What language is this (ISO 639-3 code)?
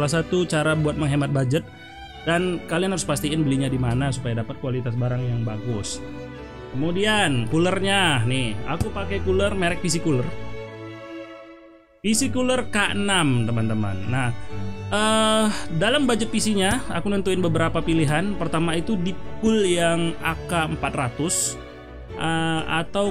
ind